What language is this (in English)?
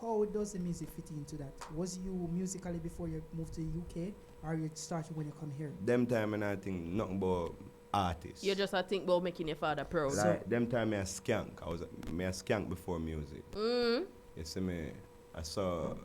Jamaican Creole English